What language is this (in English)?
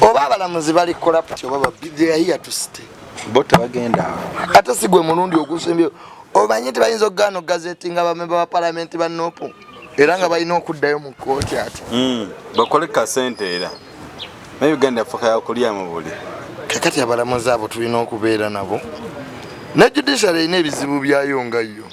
Ganda